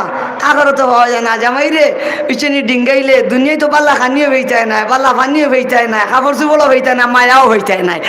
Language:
Sylheti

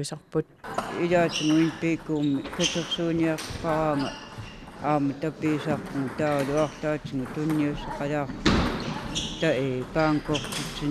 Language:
Kalaallisut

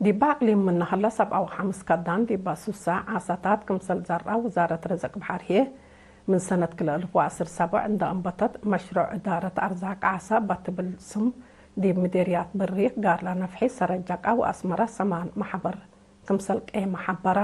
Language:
Tigre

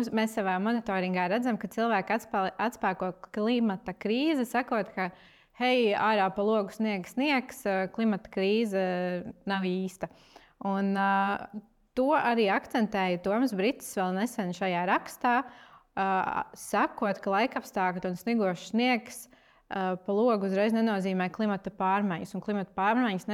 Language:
Latvian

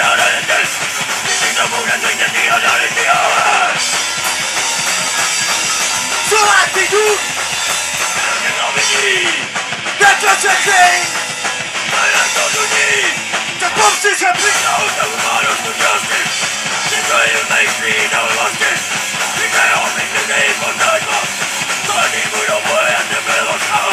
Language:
Czech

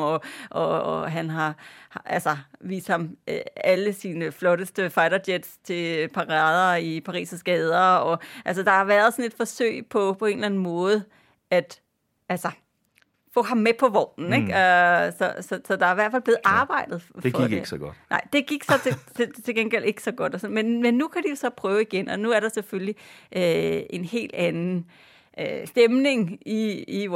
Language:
Danish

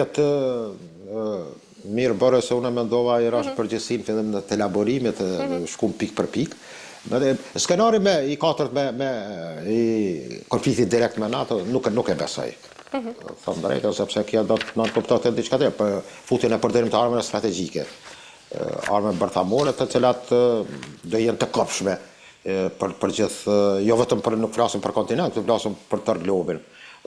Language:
Albanian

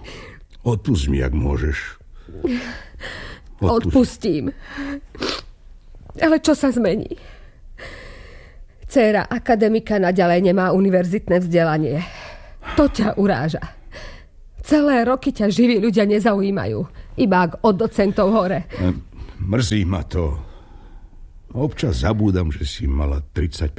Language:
Slovak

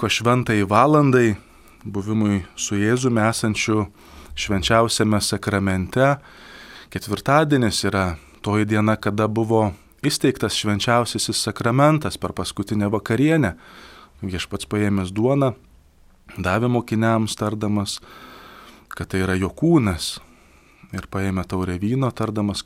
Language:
Lithuanian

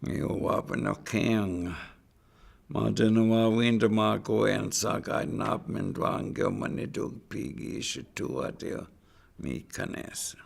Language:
Chippewa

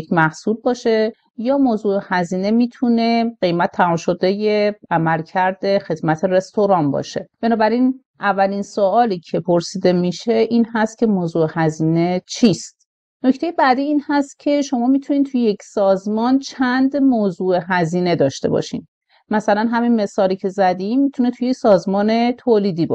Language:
Persian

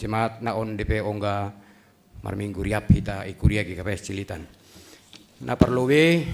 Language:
Batak Simalungun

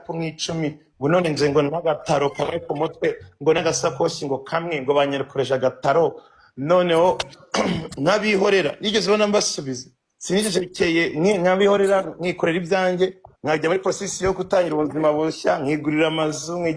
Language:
Kinyarwanda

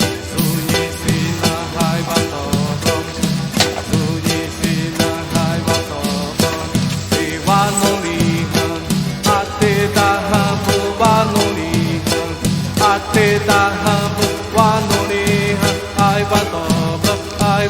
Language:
Xavánte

